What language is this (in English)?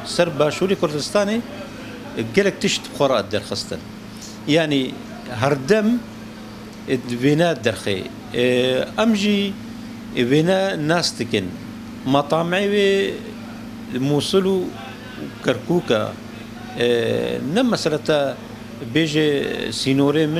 Kurdish